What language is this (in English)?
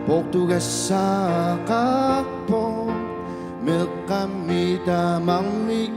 Kalaallisut